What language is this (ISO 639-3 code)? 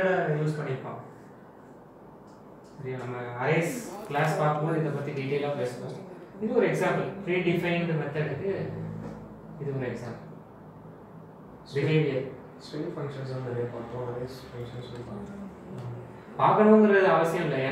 tam